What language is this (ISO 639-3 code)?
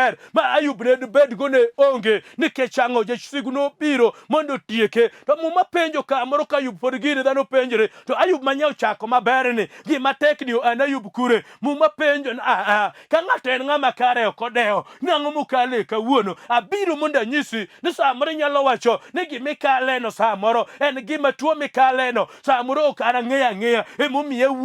luo